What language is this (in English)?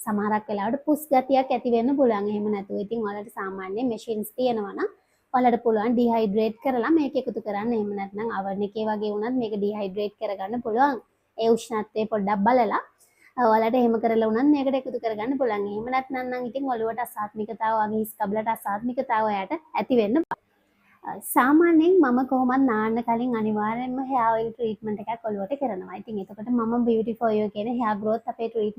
Sinhala